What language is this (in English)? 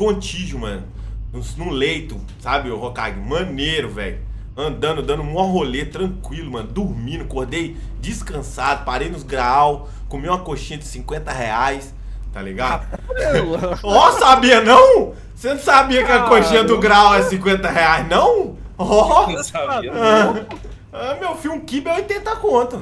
Portuguese